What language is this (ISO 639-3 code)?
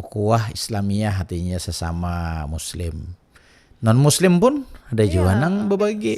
bjn